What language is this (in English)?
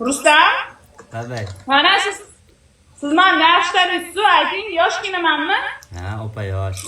Uzbek